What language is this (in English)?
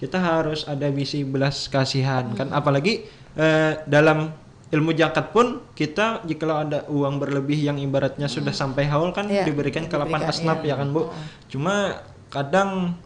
Banjar